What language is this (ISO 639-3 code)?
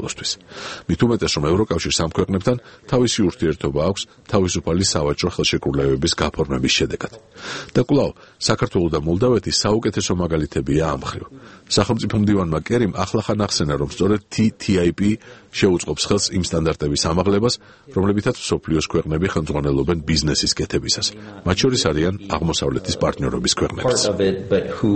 kat